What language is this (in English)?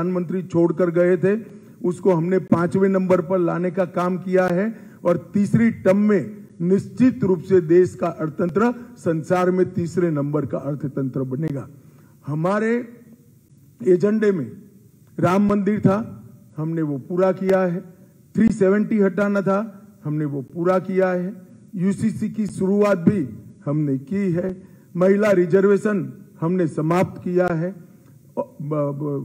Hindi